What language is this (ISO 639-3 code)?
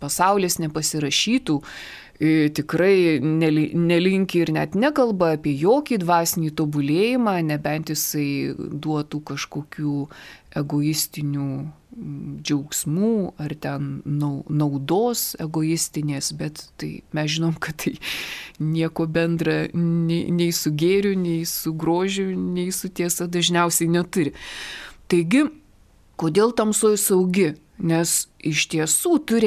lit